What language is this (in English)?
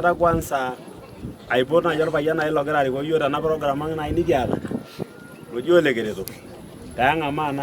Masai